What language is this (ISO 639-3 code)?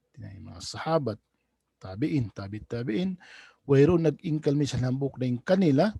tsg